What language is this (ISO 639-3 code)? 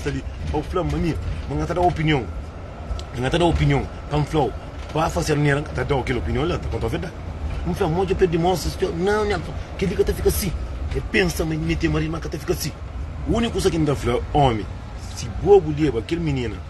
kea